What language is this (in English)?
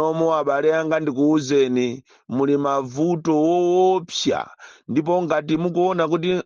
Nyanja